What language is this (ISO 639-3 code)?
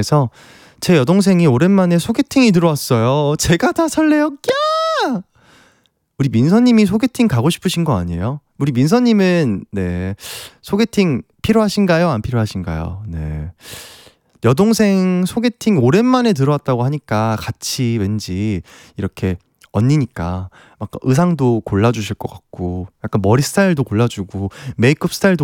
kor